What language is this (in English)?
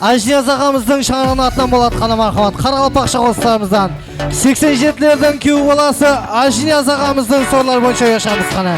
Kara-Kalpak